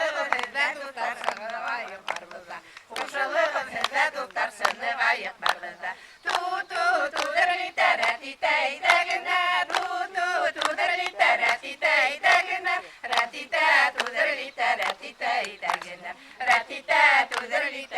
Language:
Bashkir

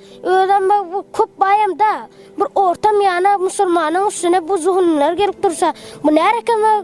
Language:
Turkmen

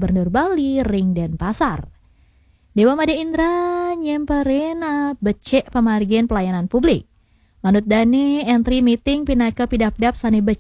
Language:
Balinese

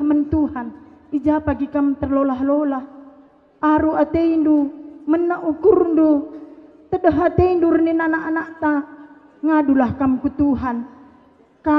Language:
Batak Karo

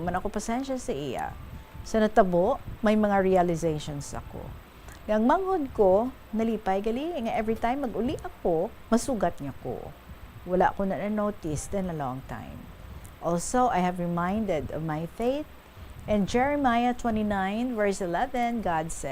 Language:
Hiligaynon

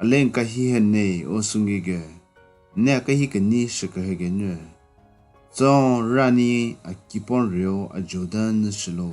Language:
Southern Rengma Naga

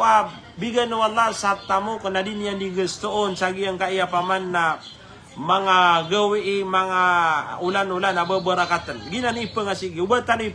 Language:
Maranao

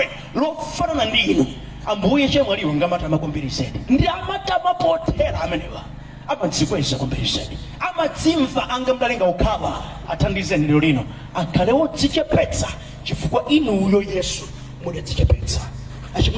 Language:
Nyanja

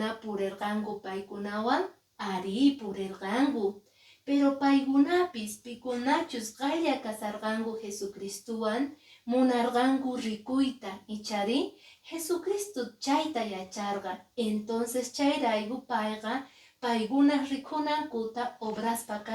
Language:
Quechua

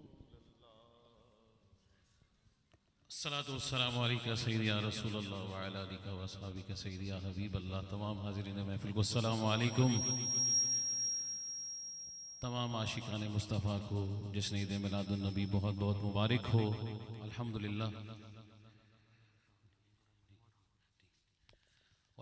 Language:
Urdu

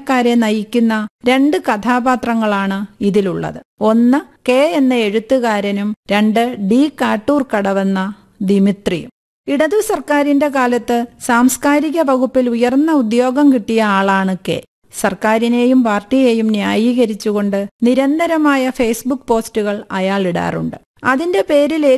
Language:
Malayalam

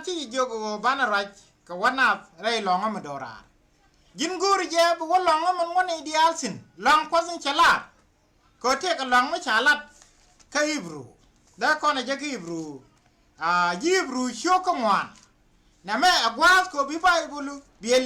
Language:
Nuer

